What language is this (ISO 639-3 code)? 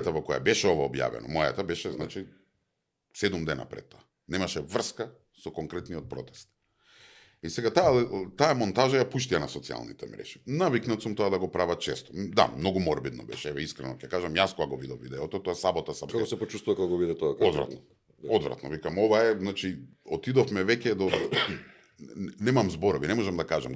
mkd